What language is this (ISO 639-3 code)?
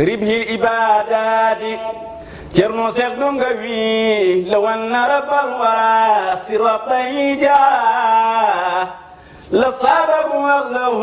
ful